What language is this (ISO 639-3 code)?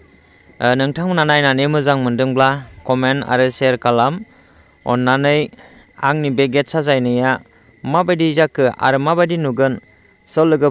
brx